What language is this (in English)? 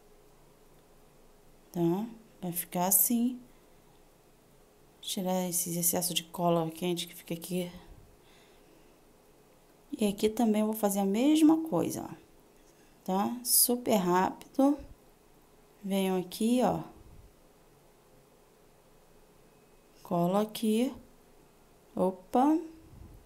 Portuguese